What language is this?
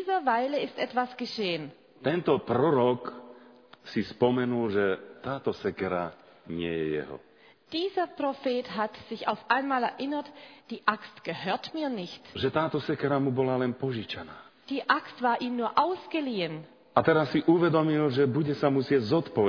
Slovak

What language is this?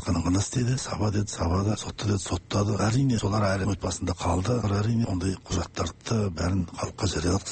Kazakh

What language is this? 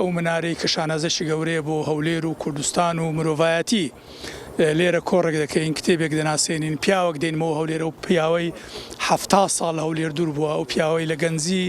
Central Kurdish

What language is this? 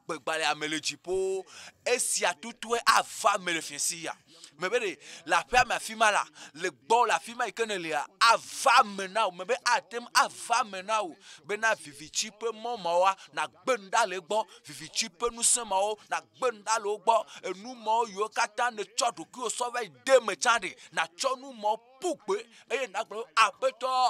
Ewe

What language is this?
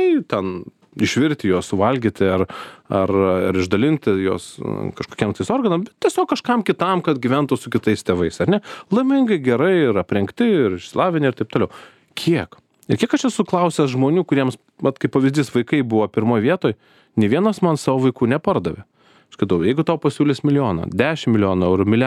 Lithuanian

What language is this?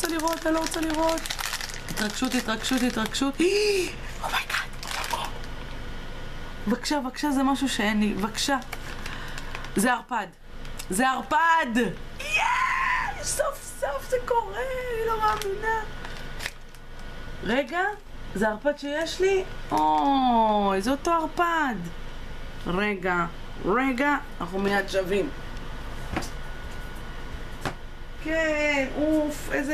Hebrew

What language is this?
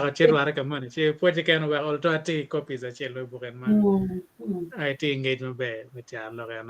Acoli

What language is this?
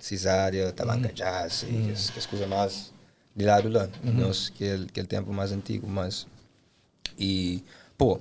Kabuverdianu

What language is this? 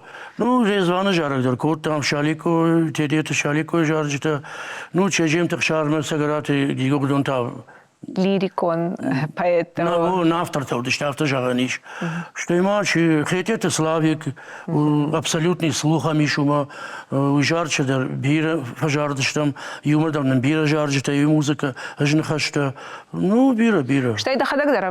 Ossetic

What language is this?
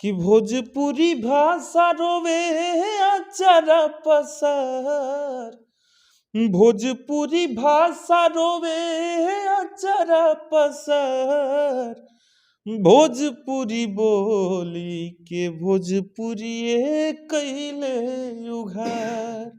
Bhojpuri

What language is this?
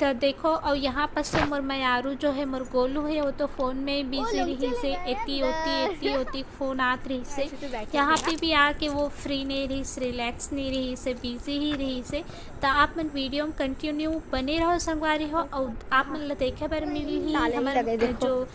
Chhattisgarhi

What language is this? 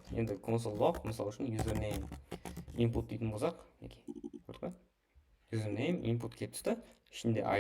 Kara-Kalpak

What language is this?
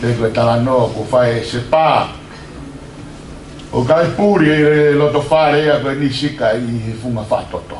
Tongan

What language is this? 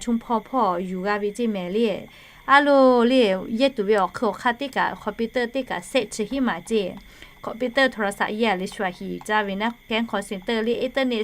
Lahu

